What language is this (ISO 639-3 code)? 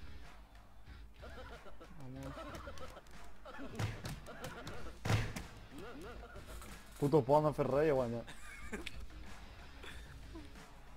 cat